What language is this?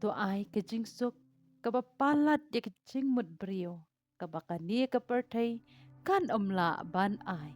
Khasi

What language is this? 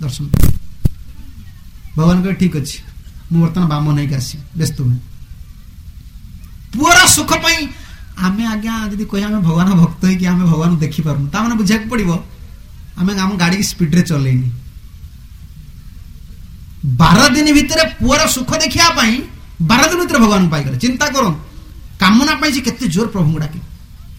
Odia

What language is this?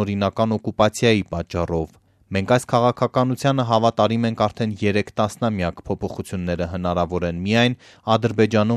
Armenian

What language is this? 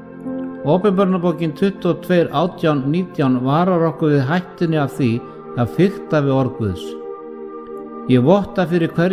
Icelandic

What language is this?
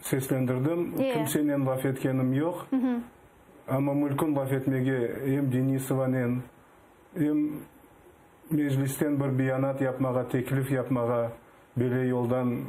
Crimean Tatar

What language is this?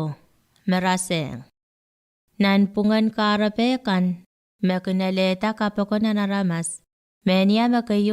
Pohnpeian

